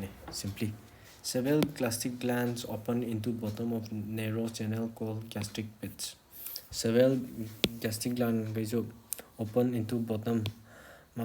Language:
Manipuri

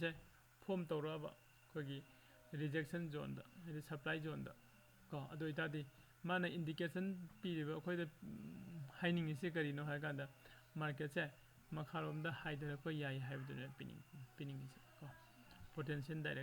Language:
Manipuri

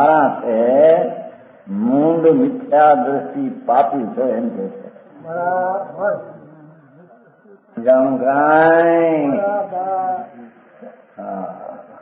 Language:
Gujarati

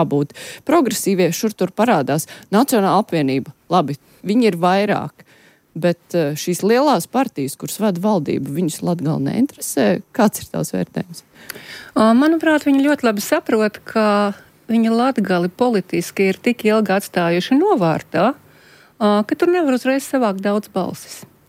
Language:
Latvian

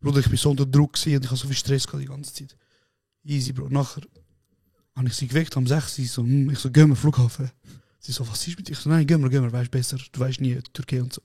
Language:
Swiss German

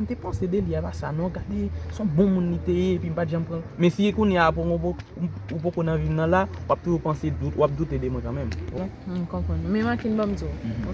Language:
Haitian Creole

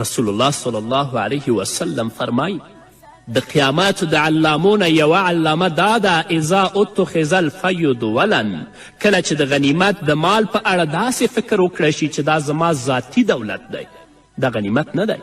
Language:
Pashto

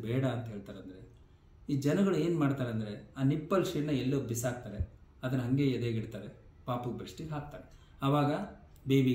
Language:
Kannada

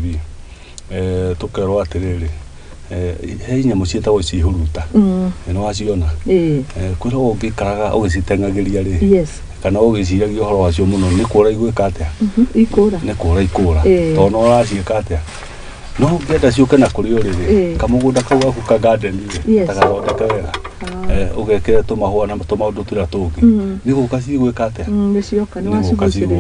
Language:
Kikuyu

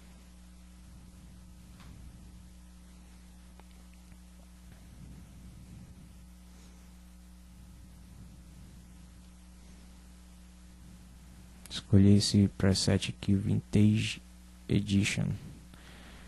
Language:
Portuguese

